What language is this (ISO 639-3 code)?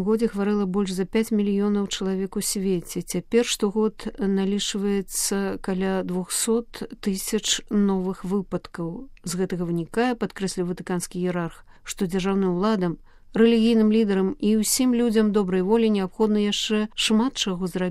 bel